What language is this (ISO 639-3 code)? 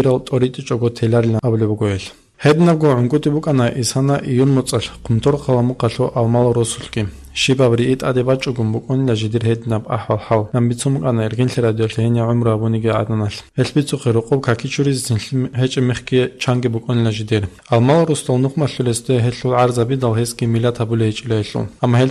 ava